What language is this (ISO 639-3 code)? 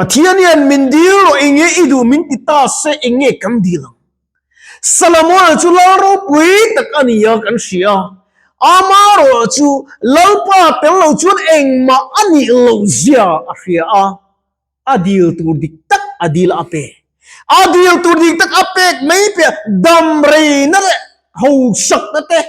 lus